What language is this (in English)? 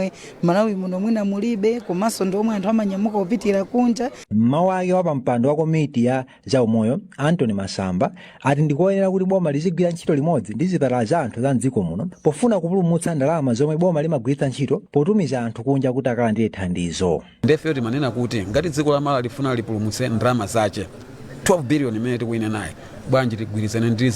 Nyanja